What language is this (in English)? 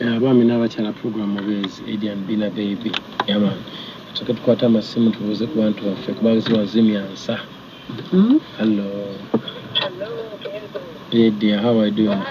Ganda